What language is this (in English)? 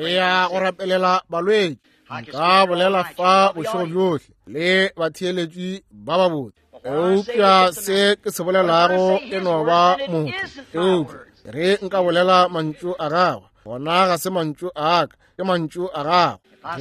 Northern Sotho